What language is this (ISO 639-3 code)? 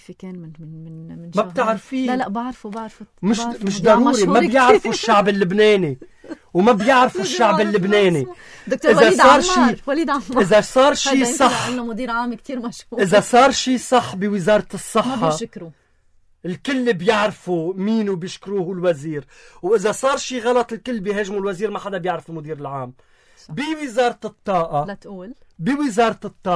apc